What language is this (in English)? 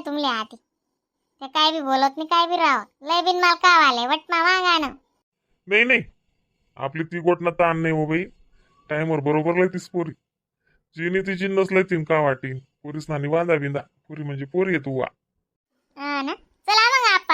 Khandesi